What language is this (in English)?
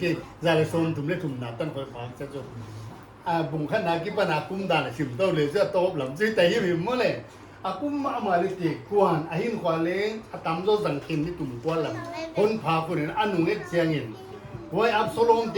Paite Chin